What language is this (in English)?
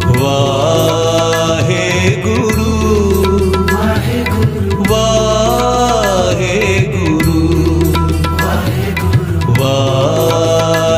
Punjabi